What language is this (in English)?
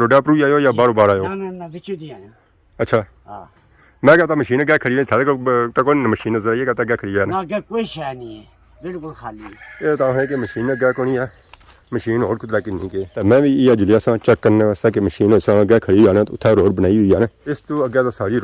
Pahari-Potwari